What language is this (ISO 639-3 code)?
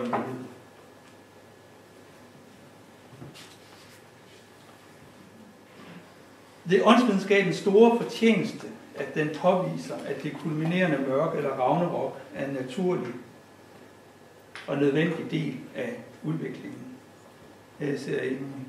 dan